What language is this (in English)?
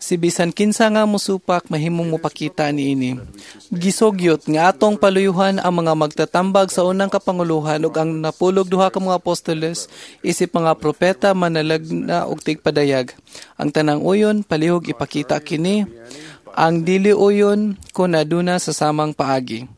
Cebuano